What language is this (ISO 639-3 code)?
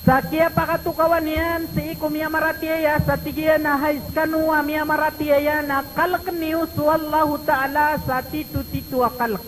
mrw